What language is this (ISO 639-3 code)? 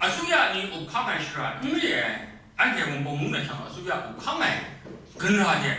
kac